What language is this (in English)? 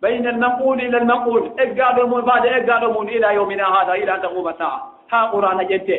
Fula